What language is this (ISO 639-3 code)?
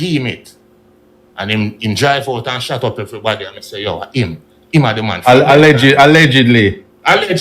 jam